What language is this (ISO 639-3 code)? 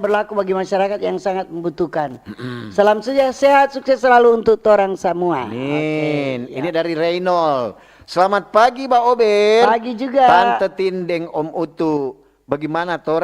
xmm